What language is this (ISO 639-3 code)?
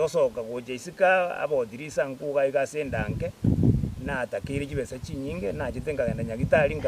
guz